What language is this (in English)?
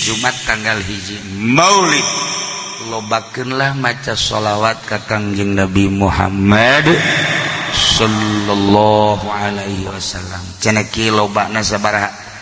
Sundanese